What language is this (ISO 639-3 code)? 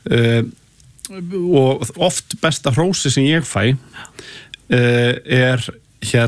isl